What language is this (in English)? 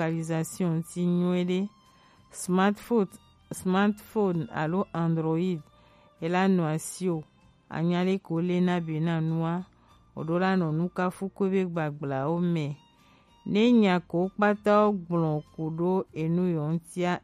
Gen